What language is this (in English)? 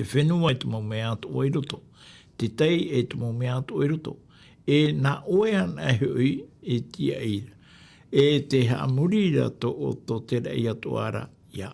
Tahitian